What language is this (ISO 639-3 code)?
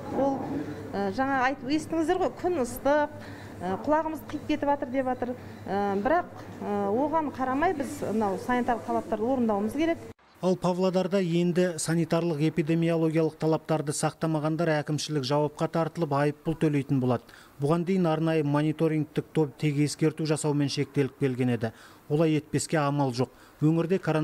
kaz